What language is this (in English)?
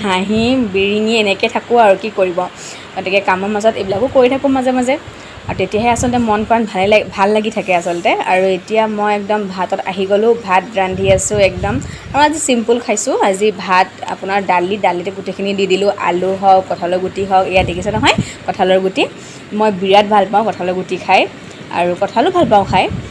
Assamese